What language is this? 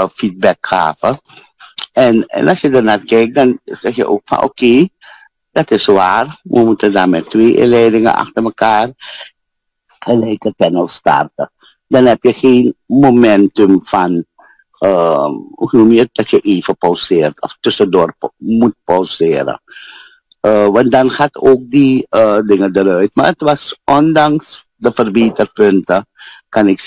Dutch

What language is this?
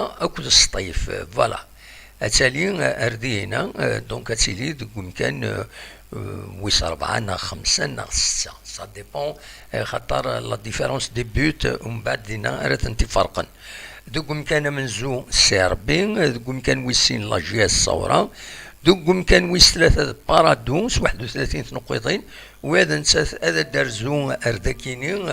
Kabyle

